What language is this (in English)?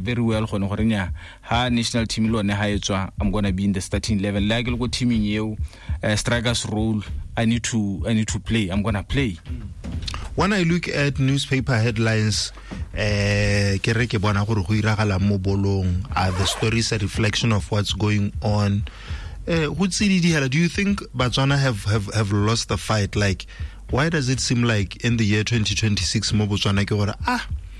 Tswana